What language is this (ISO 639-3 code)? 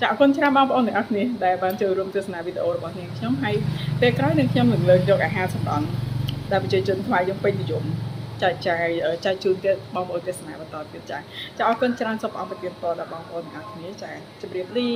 khm